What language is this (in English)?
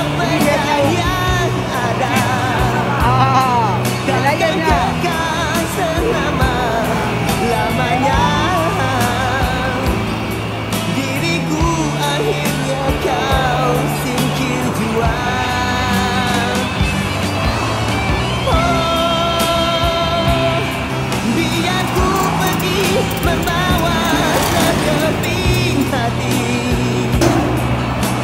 Malay